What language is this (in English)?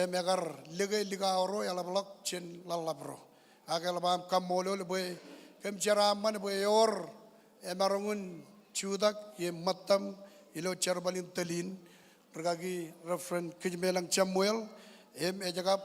Marshallese